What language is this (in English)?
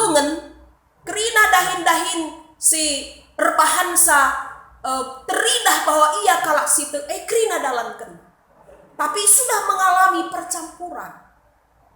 Batak Karo